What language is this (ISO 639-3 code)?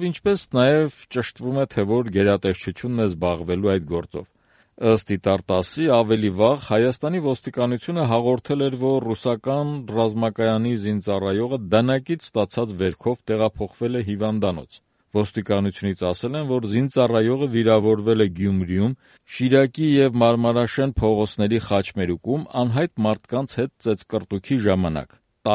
hye